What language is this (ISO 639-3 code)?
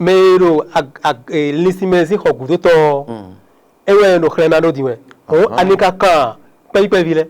fon